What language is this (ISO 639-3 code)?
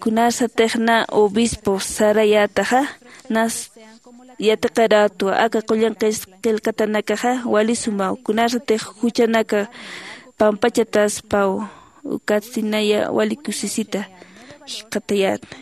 aym